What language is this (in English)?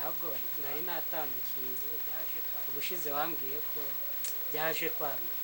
Kinyarwanda